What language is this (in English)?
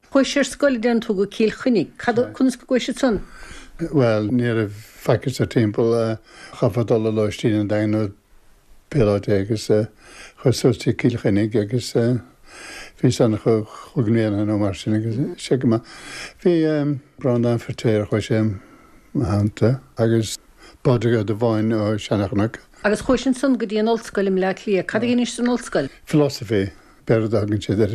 Irish